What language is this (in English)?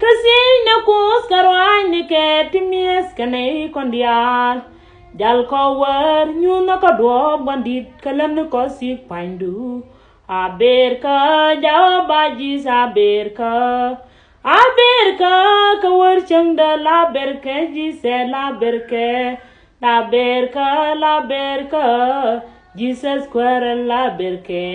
Nuer